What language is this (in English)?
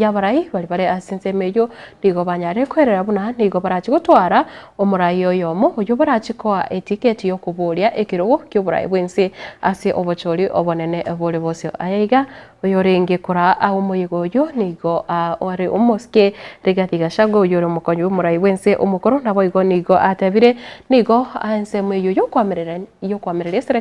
Gusii